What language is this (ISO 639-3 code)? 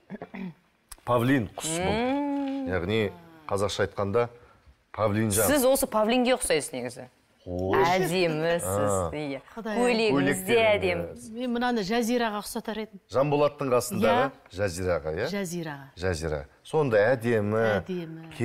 kaz